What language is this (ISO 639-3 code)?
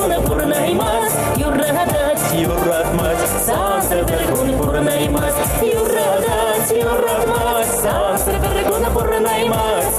chv